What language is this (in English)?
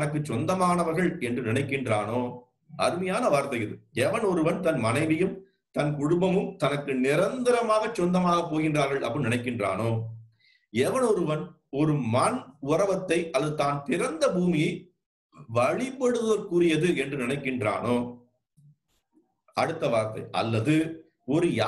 Tamil